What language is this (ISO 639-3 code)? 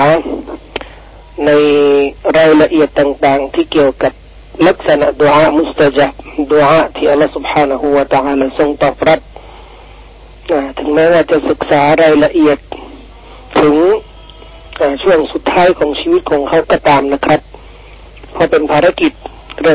tha